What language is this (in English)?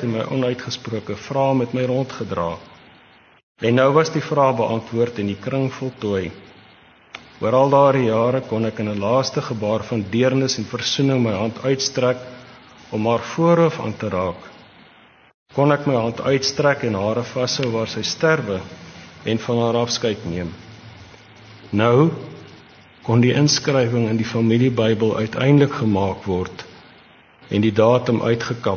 Afrikaans